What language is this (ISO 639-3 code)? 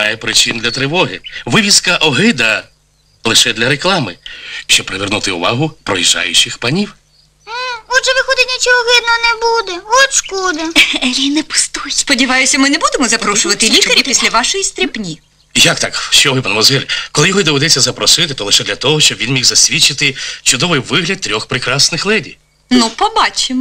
ukr